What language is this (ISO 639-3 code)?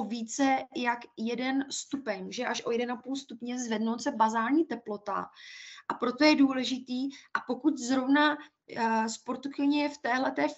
ces